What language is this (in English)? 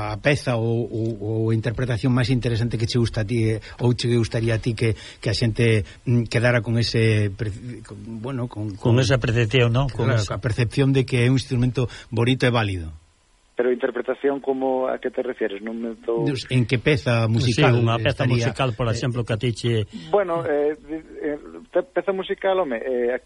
Galician